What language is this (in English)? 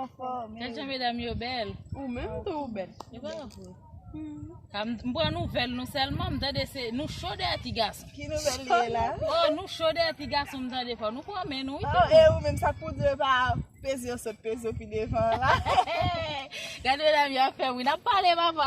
Haitian Creole